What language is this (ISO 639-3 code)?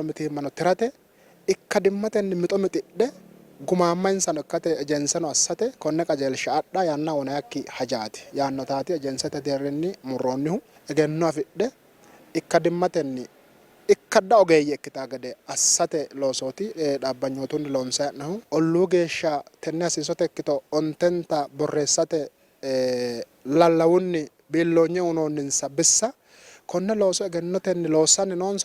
sid